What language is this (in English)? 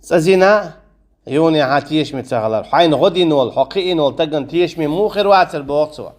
Chechen